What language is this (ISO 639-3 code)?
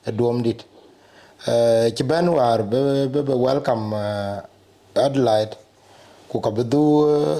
din